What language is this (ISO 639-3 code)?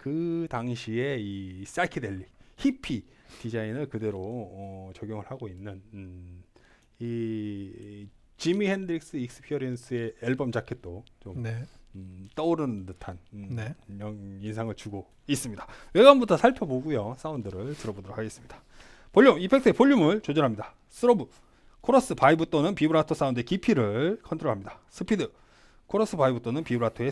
kor